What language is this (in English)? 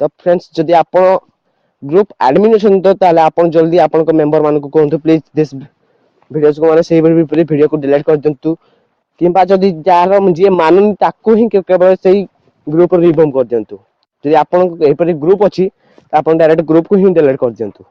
Odia